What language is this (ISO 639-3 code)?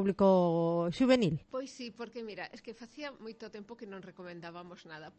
glg